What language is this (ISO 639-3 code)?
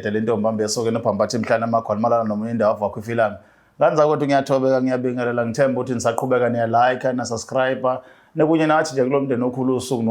zul